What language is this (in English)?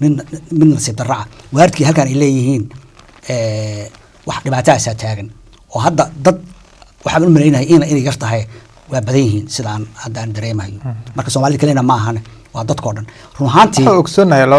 Somali